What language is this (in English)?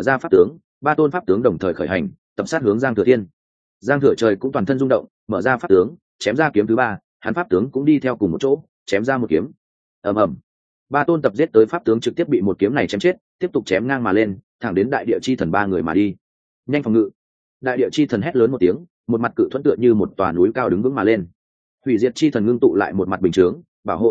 Vietnamese